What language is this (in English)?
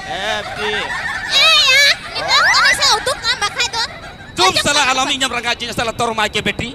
Santali